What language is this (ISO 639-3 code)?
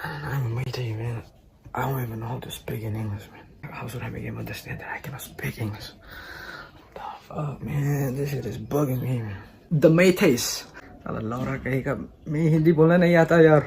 mni